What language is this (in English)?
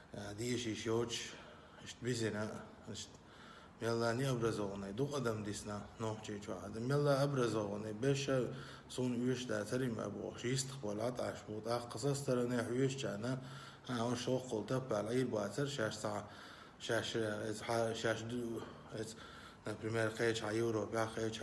Chechen